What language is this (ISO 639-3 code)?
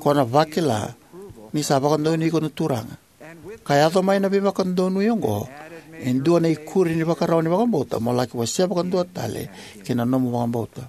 fij